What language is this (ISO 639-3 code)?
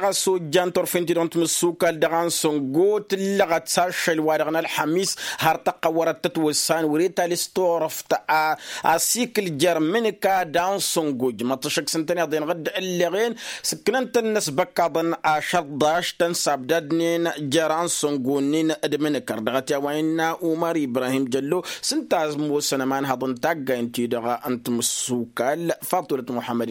taq